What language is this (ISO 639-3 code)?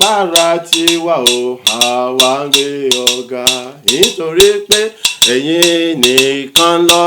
yor